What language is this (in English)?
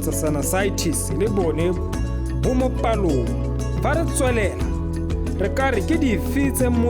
Tswana